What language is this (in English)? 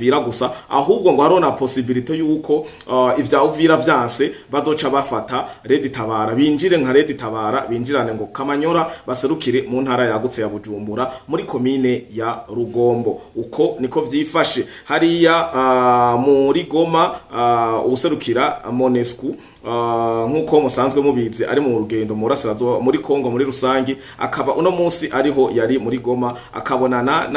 Rundi